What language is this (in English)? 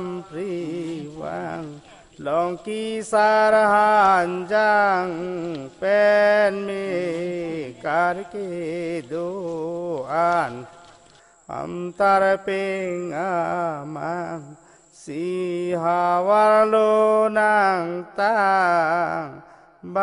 Karbi